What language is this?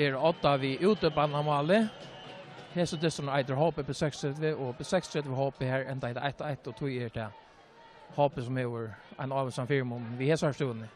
Faroese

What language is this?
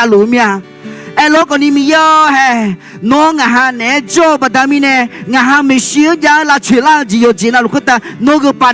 Akha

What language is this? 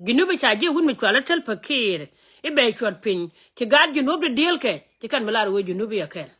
Nuer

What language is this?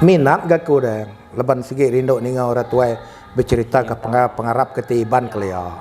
Iban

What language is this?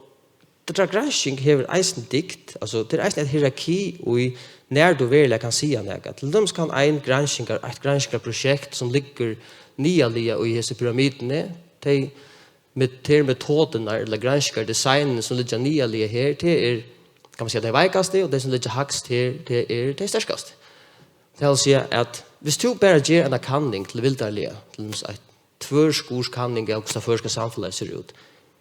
Faroese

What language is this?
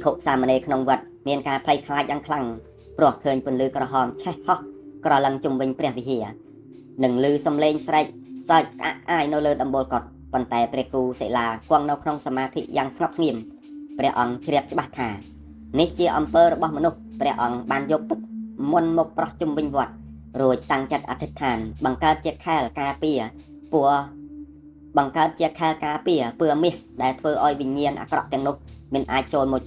Khmer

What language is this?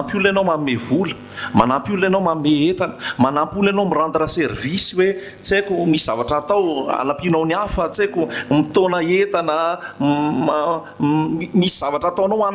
Malagasy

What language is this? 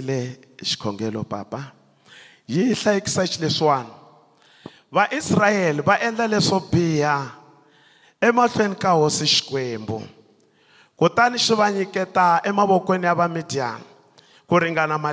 Tsonga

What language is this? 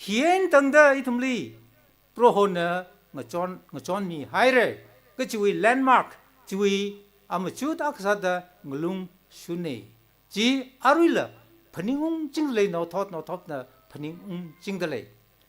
Tangkhul Naga (India)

